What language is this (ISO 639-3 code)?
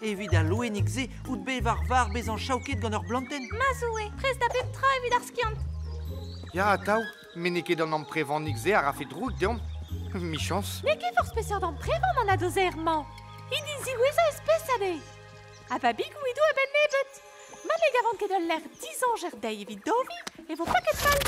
bre